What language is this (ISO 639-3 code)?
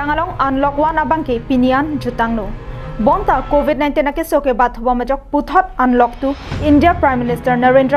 mjw